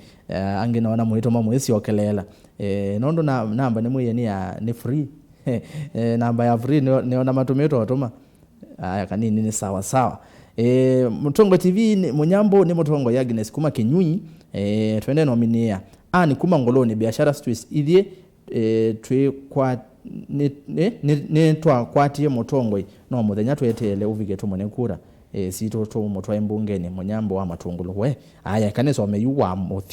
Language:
Kamba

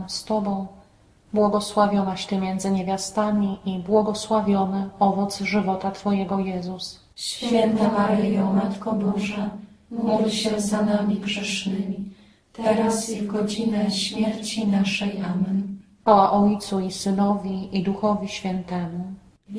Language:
Polish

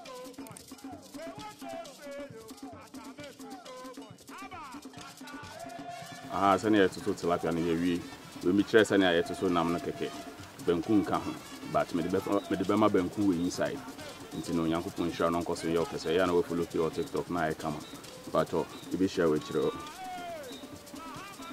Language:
Akan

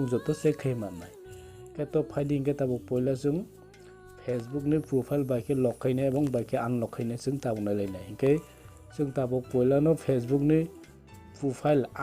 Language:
Kok Borok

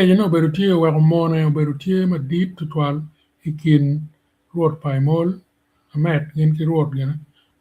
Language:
Acoli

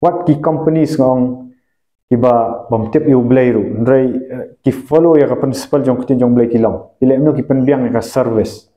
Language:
Khasi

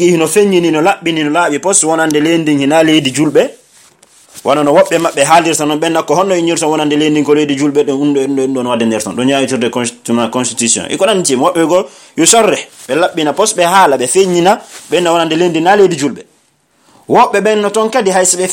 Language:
Pular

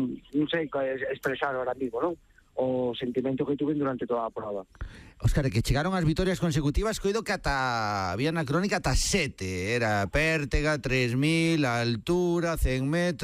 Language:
Galician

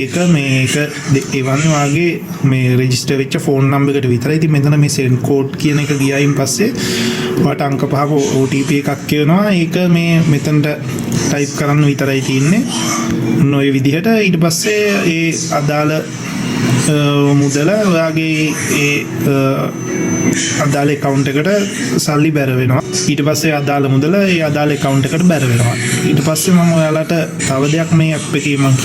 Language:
Sinhala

